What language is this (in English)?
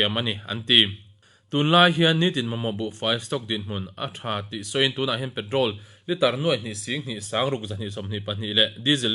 Mizo